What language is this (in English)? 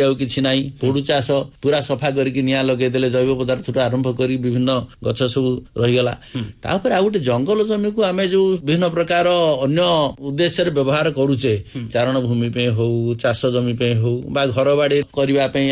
Odia